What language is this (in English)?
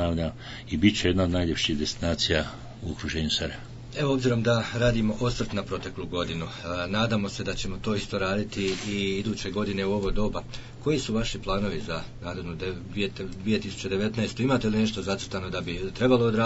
Bosnian